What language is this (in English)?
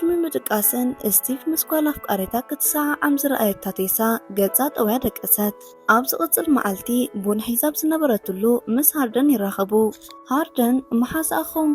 Tigrinya